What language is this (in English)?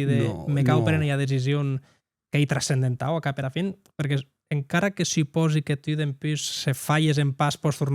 Occitan